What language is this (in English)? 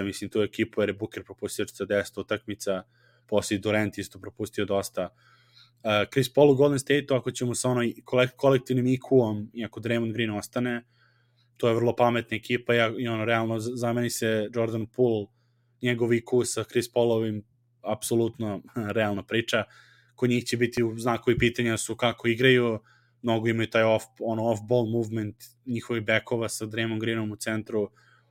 Serbian